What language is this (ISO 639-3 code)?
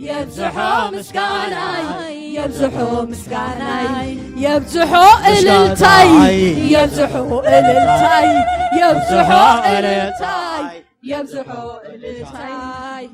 tir